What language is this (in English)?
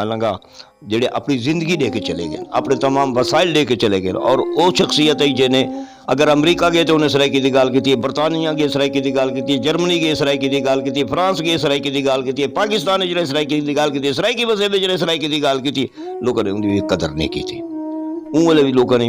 Saraiki